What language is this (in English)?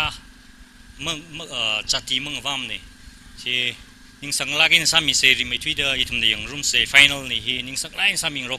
Tangkhul Naga (India)